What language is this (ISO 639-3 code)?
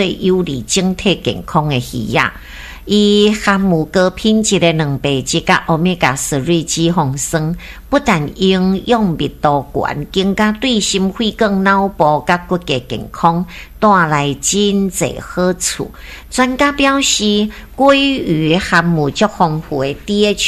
nan